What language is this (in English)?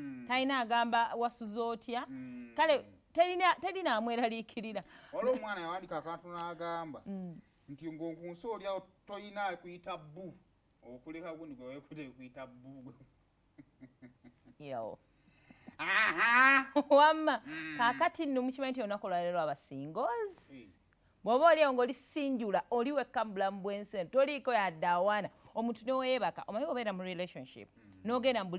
Ganda